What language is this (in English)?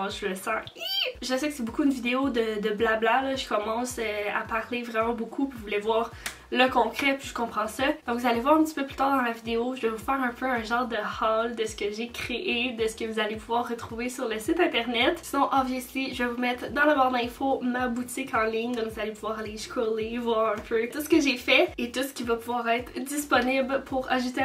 French